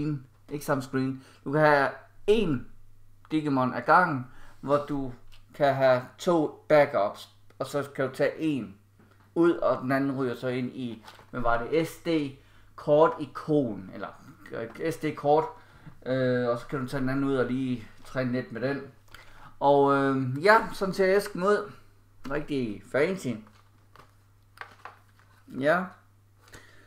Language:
Danish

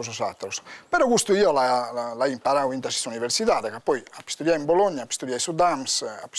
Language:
Sardinian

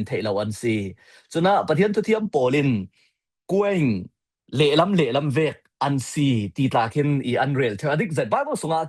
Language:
Falam Chin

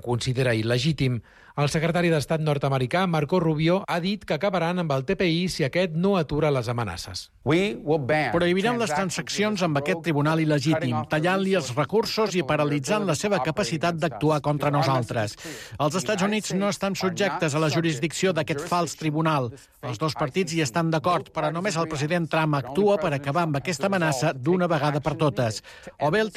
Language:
Catalan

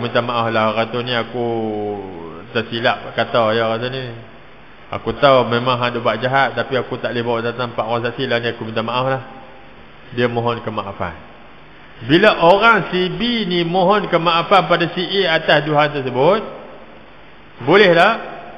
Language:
Malay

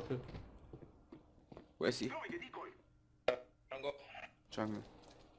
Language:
German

